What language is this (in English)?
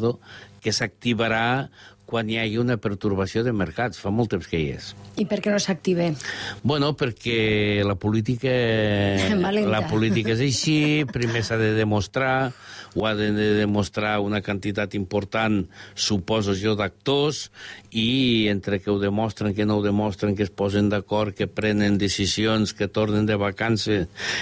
Catalan